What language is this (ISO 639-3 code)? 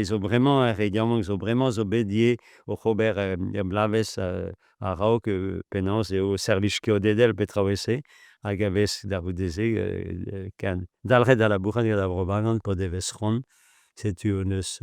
bre